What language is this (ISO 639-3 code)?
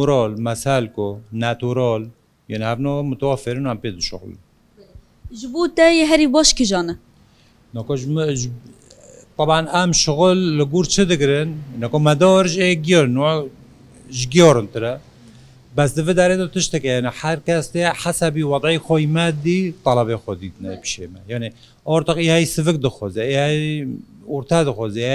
kur